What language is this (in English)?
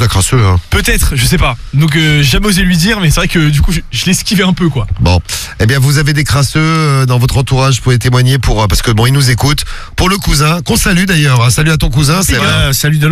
French